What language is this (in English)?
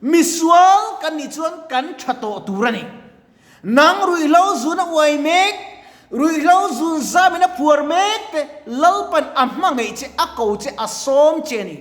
Mizo